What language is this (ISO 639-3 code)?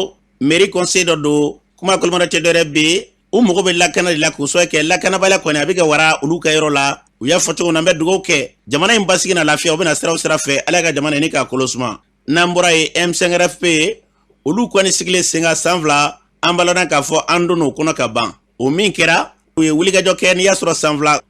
bam